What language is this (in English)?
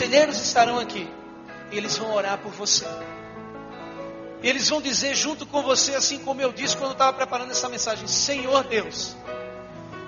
Portuguese